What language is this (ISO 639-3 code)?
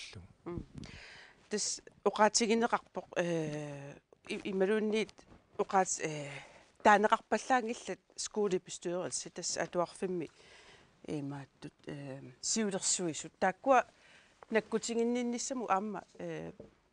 kal